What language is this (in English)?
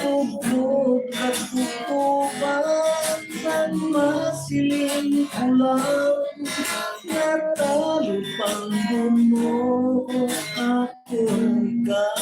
Hiligaynon